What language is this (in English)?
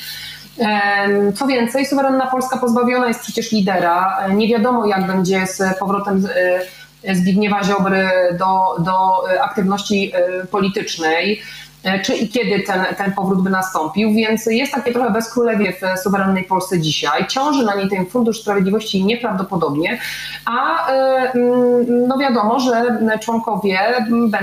Polish